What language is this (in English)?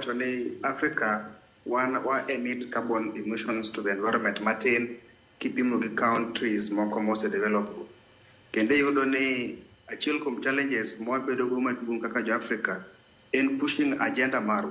Luo (Kenya and Tanzania)